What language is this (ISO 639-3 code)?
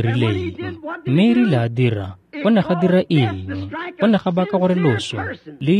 tsn